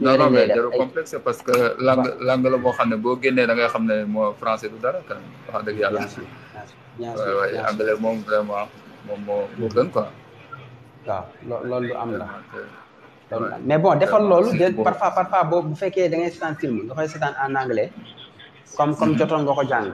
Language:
Wolof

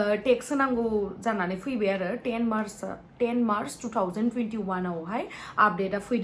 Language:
Bodo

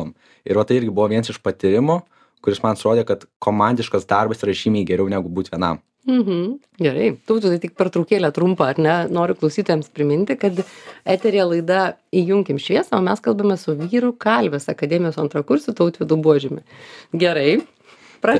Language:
Lithuanian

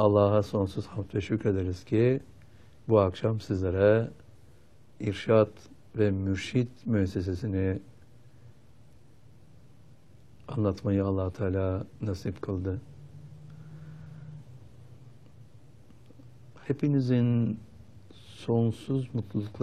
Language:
Turkish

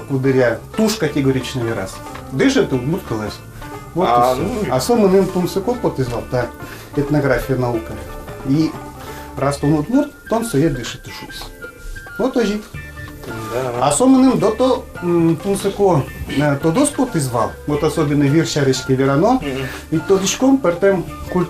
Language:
Udmurt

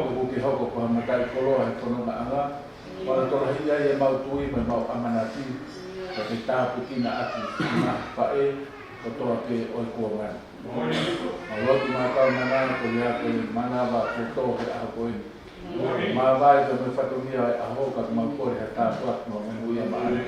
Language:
Tongan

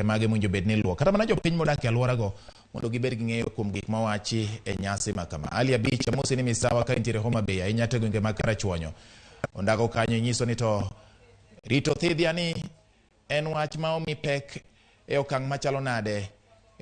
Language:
Luo (Kenya and Tanzania)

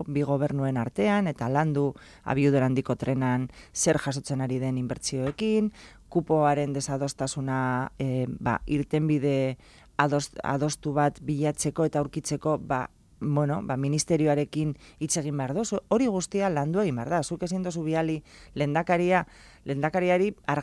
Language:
Basque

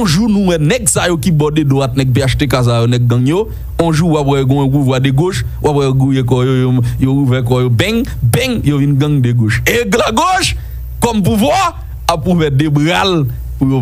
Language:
Haitian Creole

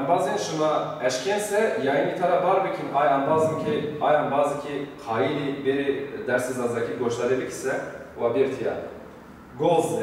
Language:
Zaza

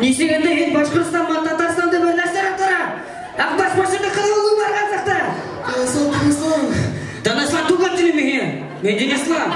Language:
Bashkir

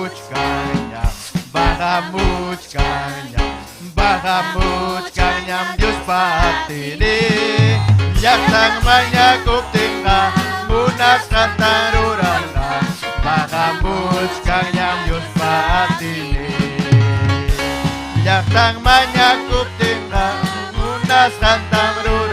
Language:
Ayacucho Quechua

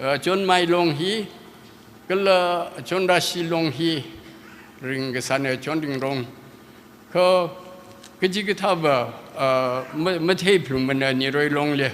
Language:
Tangkhul Naga (India)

